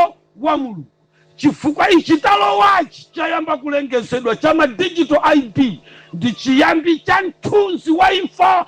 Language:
Nyanja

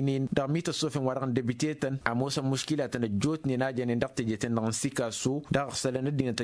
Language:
Tamasheq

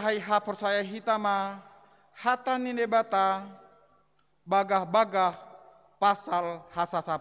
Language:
Batak Simalungun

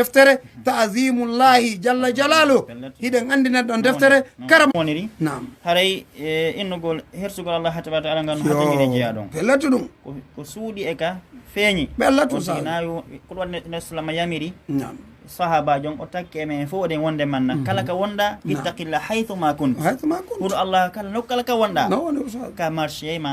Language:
Fula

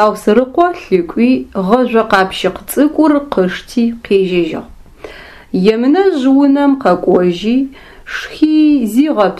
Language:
Adyghe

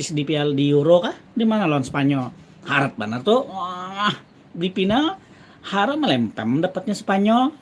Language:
Banjar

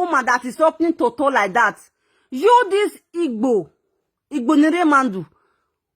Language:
Nigerian Pidgin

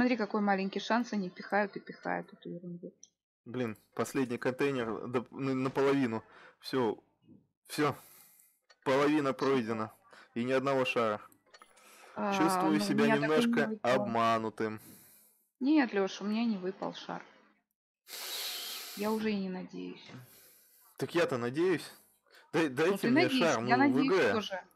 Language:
Russian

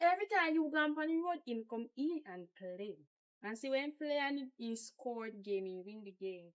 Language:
Jamaican Creole English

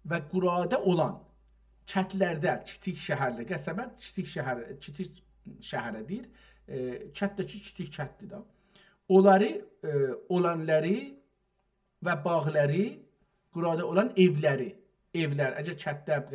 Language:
South Azerbaijani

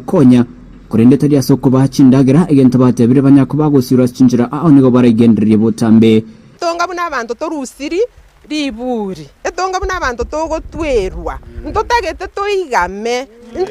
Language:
Gusii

